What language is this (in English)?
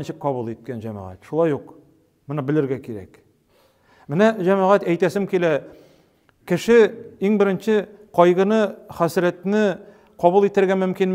Tatar